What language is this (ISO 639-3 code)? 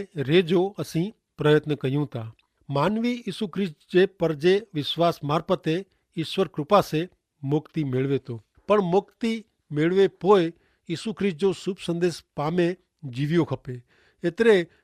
kfr